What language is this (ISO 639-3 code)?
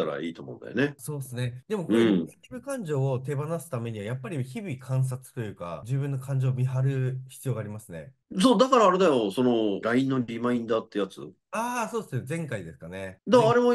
jpn